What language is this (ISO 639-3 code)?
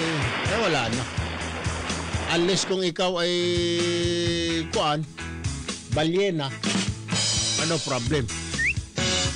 fil